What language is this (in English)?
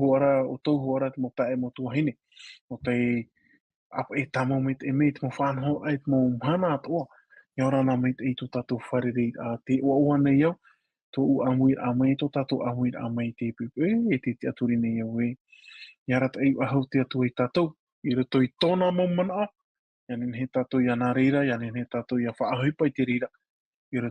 Tahitian